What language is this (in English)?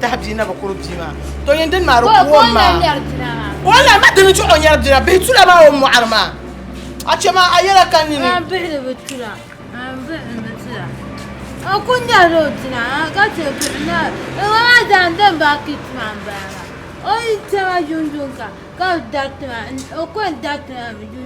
Dagbani